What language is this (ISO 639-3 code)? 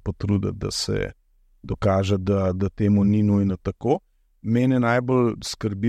slv